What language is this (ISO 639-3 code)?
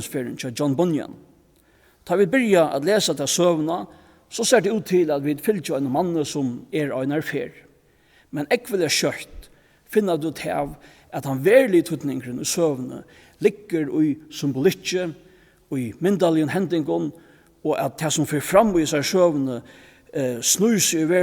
fao